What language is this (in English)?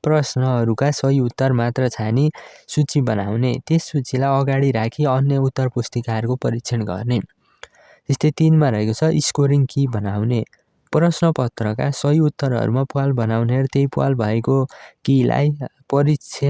Nepali